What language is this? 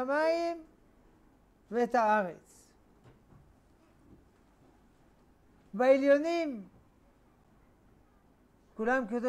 Hebrew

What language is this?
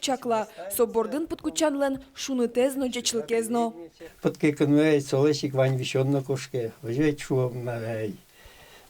Udmurt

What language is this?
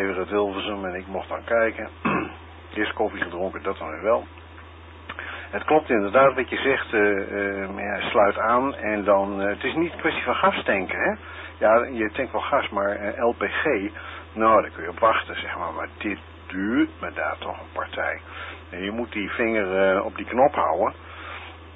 Dutch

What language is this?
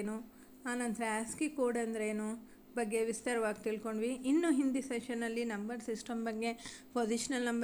Kannada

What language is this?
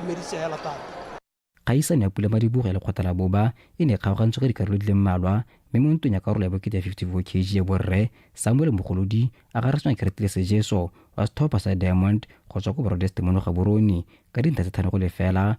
Tswana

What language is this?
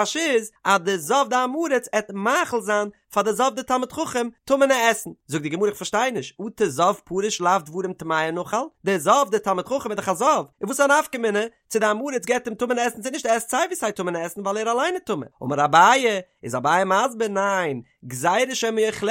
Yiddish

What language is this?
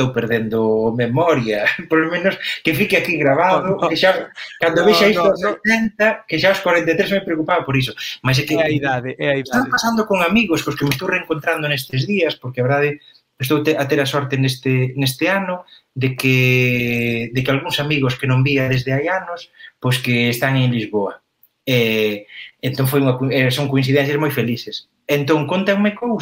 Galician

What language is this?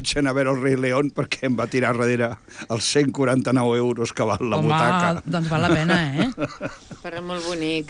Catalan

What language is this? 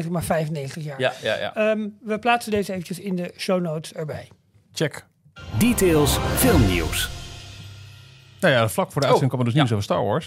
Dutch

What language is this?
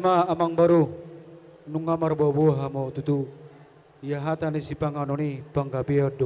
Batak Toba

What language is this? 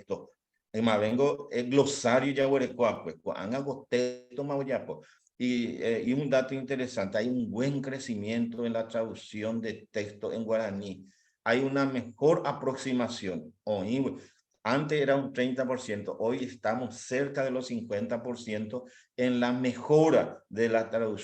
Guarani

